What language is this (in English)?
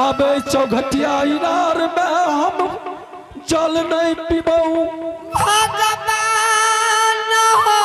Angika